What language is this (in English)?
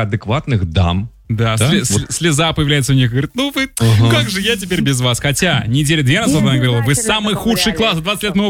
Russian